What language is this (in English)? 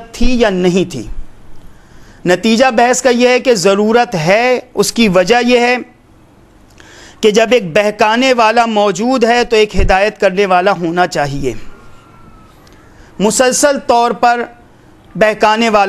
Urdu